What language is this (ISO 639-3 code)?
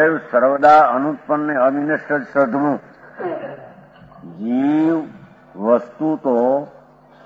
guj